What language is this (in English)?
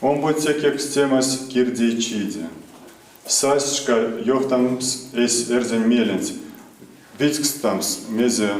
Erzya